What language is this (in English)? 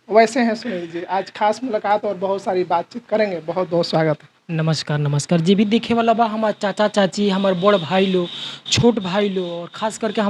Bhojpuri